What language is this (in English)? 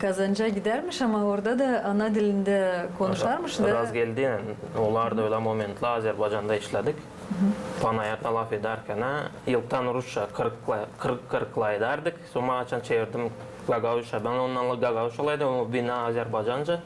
Gagauz